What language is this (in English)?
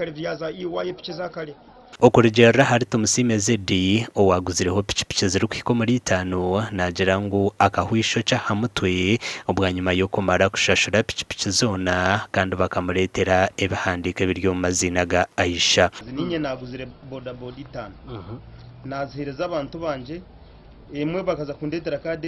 Nyankole